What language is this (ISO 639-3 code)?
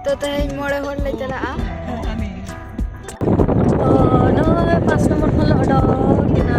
sat